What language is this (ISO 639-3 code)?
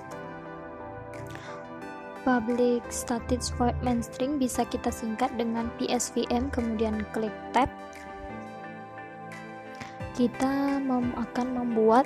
ind